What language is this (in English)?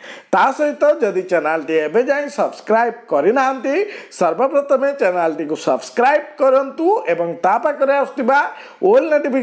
Odia